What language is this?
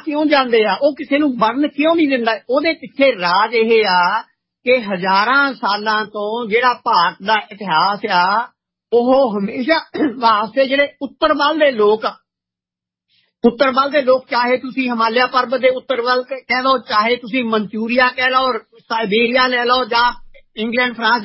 Punjabi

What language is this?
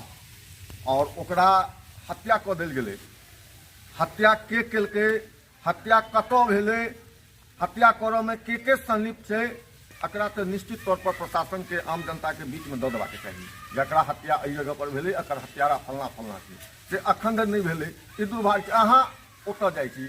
Maithili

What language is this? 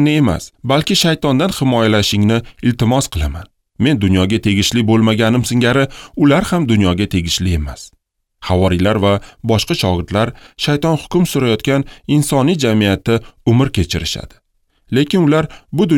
Uzbek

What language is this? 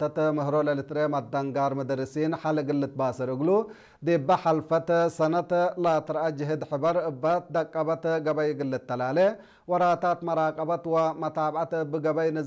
Tigre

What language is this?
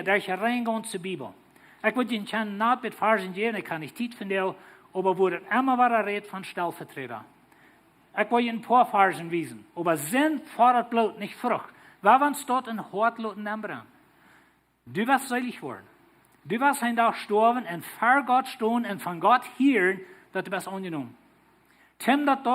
Plautdietsch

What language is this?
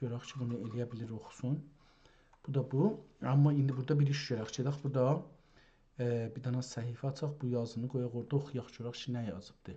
South Azerbaijani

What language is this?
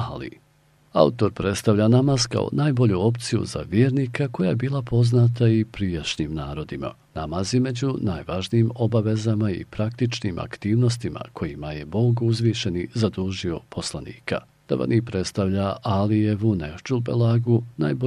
Bosnian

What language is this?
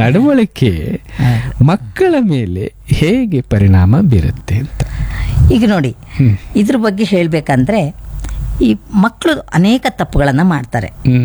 Kannada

